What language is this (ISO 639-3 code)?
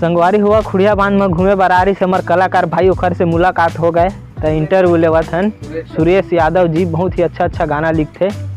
hne